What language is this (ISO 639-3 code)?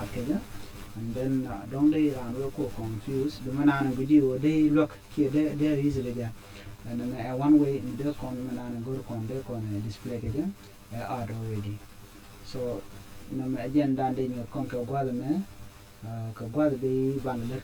nus